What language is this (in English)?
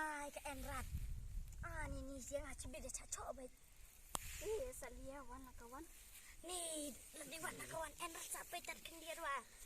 Khasi